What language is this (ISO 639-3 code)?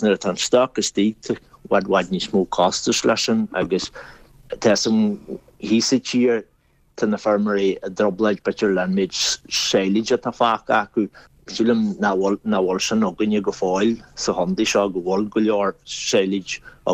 gle